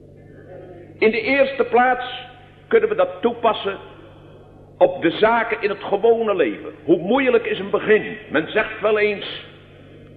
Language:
Dutch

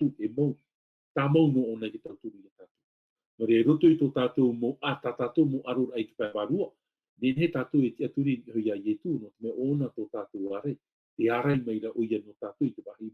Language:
Tahitian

